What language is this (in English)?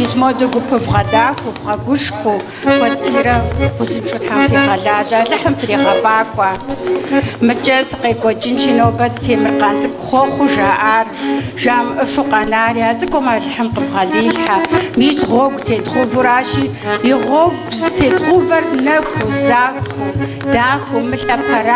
Kabardian